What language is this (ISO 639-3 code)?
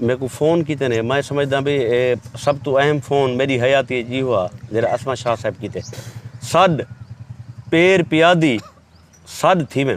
skr